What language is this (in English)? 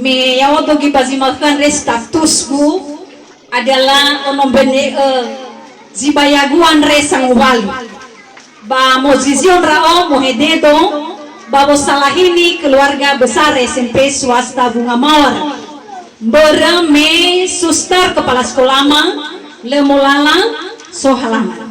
Nias